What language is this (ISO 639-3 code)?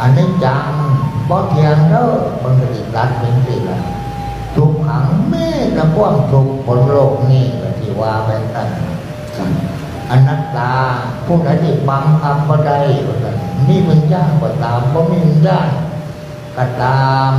tts